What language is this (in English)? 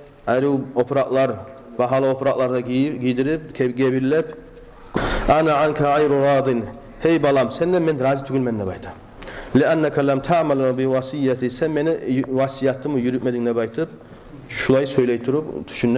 Kumyk